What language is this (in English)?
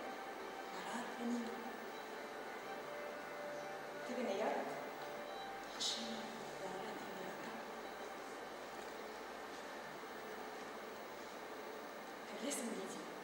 Tatar